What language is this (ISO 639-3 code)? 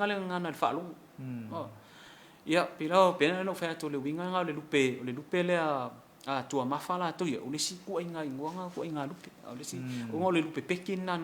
smo